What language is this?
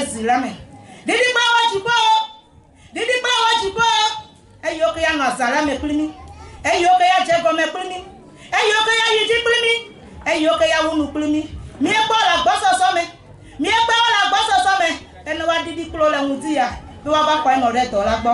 Ewe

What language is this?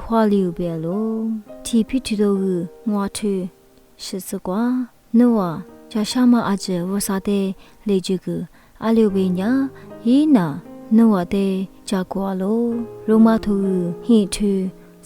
Lisu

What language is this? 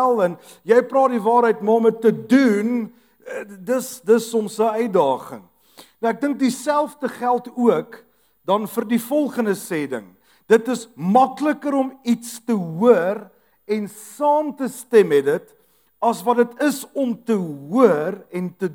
Afrikaans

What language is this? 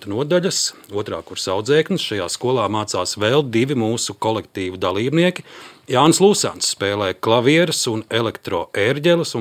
Latvian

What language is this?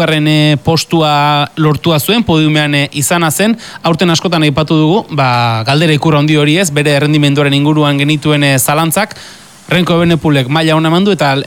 Basque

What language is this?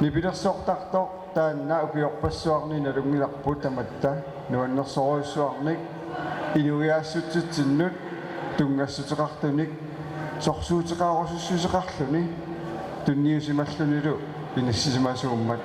Kalaallisut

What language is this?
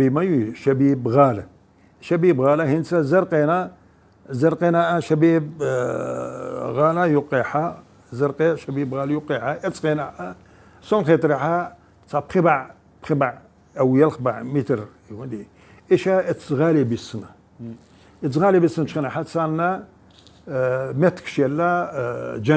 Chechen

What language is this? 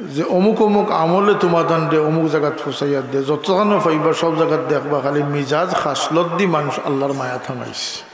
Sylheti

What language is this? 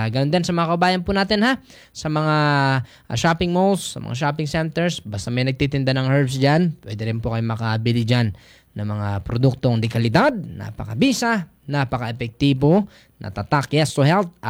Filipino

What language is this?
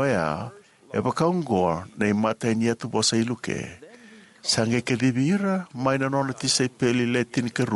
Fijian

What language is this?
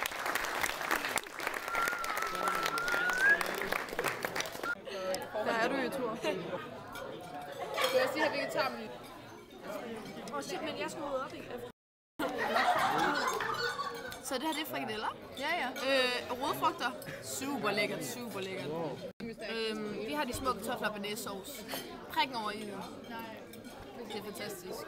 Danish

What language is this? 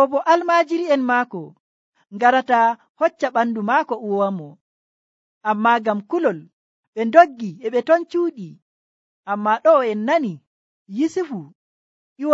Nigerian Fulfulde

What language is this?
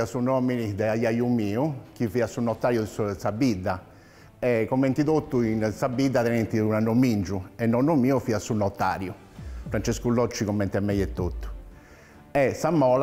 Sardinian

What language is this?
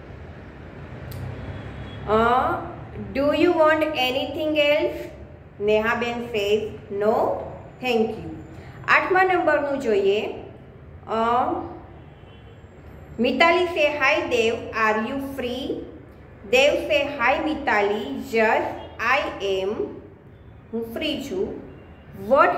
Gujarati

